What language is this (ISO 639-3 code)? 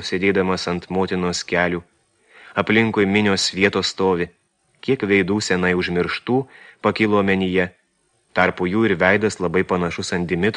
lit